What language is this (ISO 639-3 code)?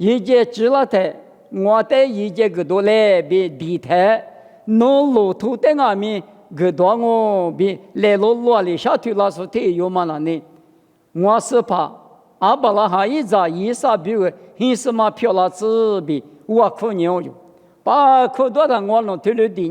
lis